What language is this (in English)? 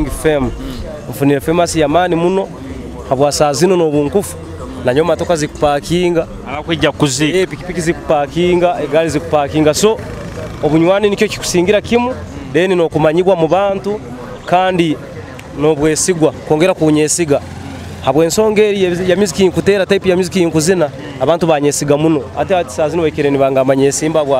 Nyoro